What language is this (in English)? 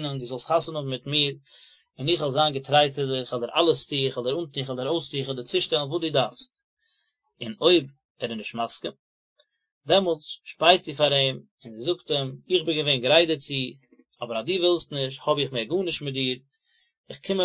Yiddish